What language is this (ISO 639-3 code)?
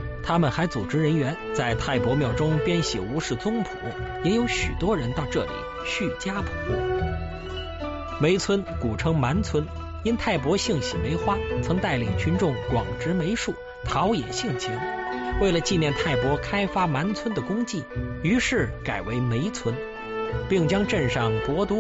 zho